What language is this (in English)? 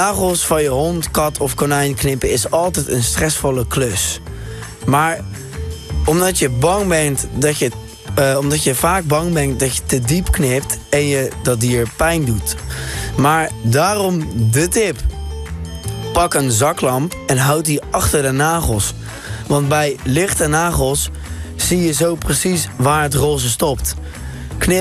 Dutch